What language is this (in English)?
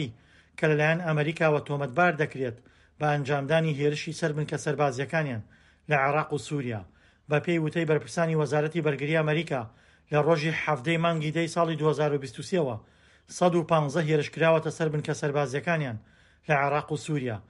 Central Kurdish